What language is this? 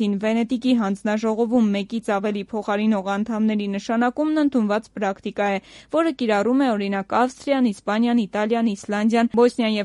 Armenian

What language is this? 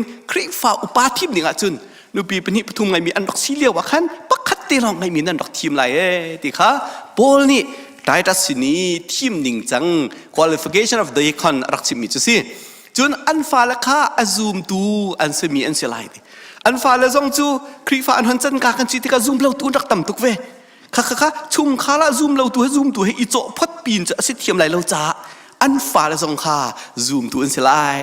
Hakha Chin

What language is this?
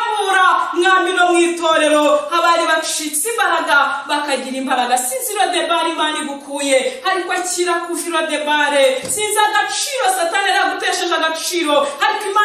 Kinyarwanda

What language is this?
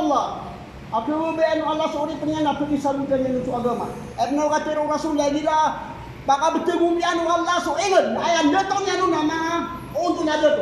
Maranao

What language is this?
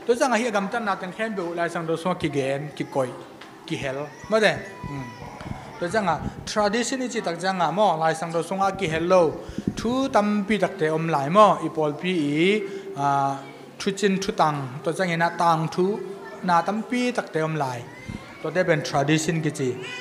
Tedim Chin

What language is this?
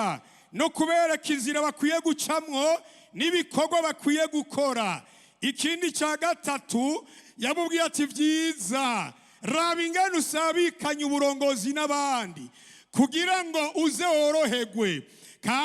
Rundi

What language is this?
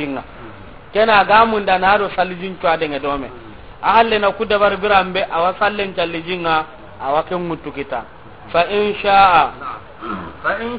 Soninke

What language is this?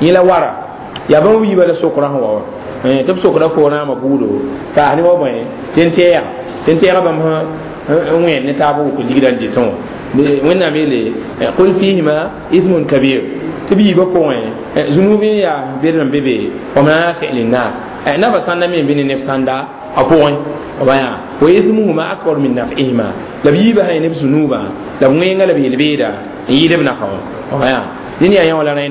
Mossi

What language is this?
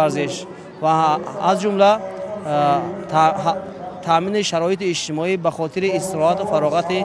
Tajik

